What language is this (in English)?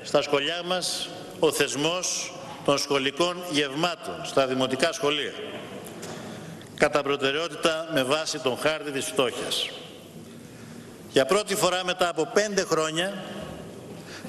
Greek